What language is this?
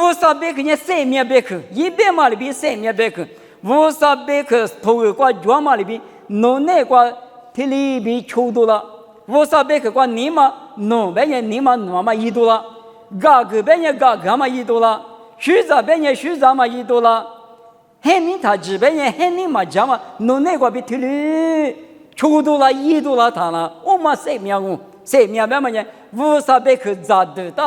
Lisu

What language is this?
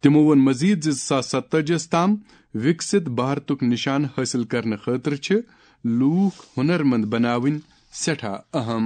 Kashmiri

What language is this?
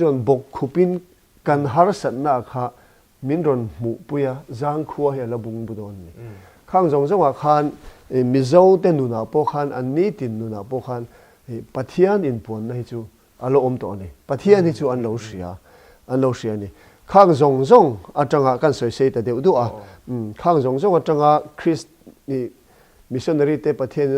Mizo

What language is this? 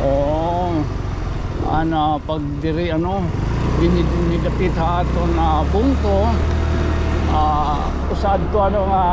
Waray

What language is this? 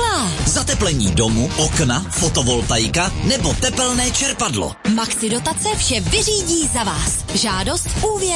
Czech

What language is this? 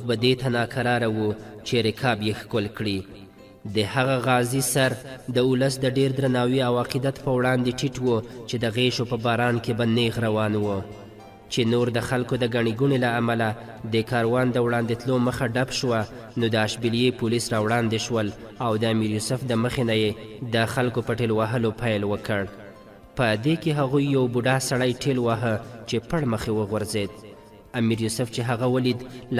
Pashto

